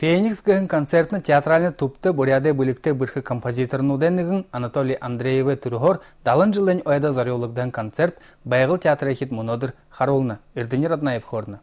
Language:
Buriat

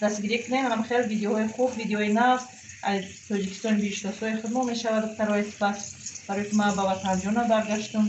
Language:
Tajik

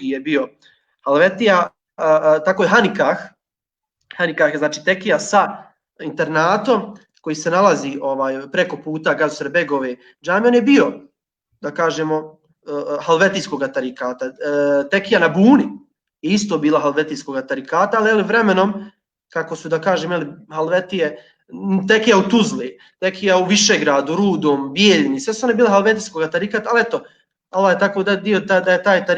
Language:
Bosnian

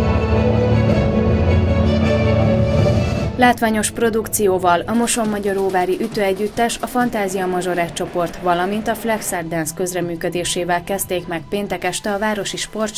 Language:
Hungarian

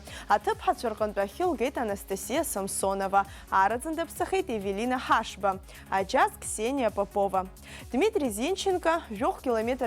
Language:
Abkhazian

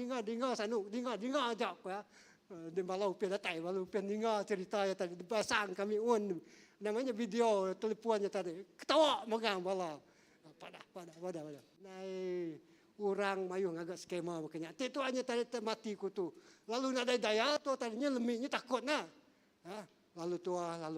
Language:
Iban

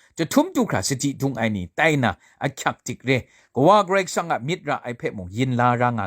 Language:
Kachin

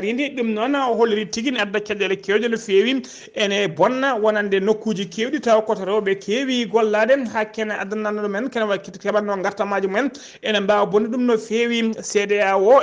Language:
Fula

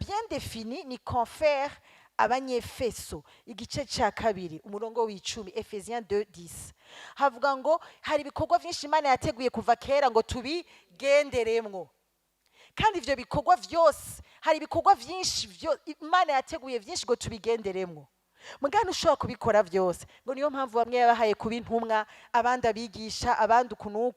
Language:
Rundi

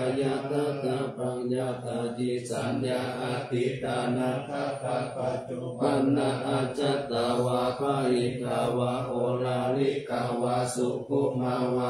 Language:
Pali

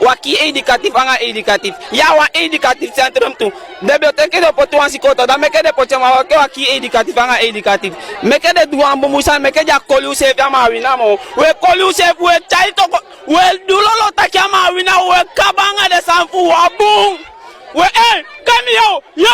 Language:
Sranan Tongo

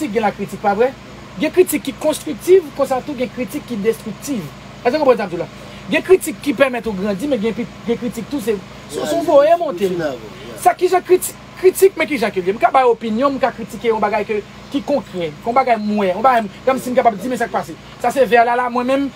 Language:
Haitian Creole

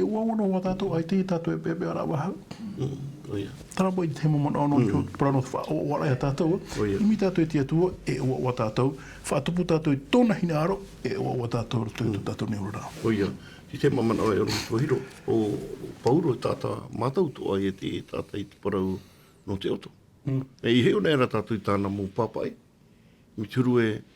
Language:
Tahitian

